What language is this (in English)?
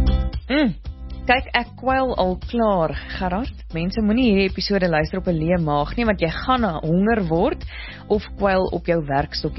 Afrikaans